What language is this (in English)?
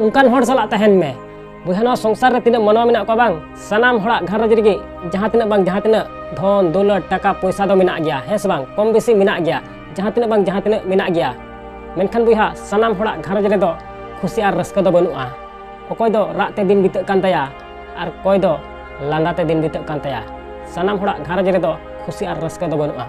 Santali